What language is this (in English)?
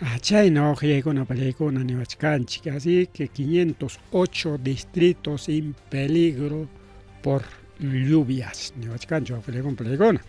Ayacucho Quechua